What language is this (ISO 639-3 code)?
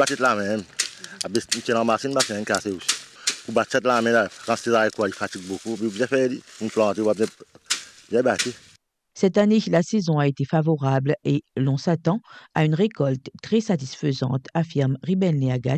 mfe